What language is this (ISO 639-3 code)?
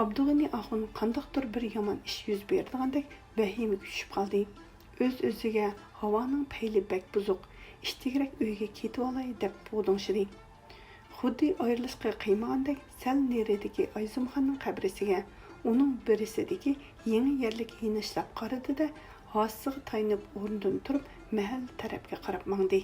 uig